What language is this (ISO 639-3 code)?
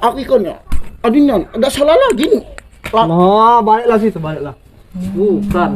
mui